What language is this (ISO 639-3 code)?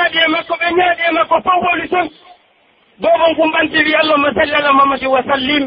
fuf